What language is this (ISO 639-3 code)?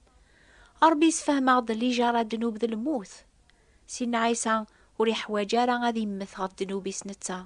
kab